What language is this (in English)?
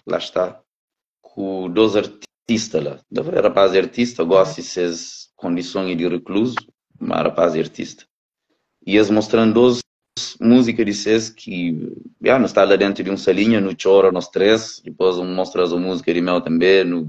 Kabuverdianu